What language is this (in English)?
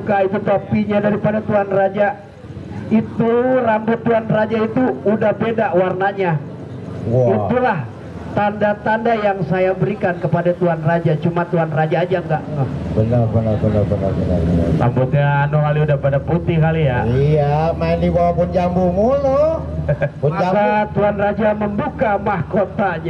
Betawi